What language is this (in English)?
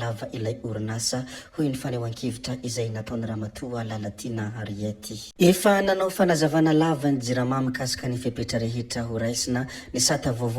Malagasy